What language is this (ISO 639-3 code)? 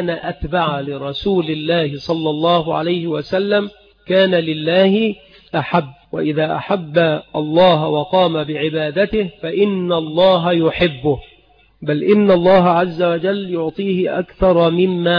ara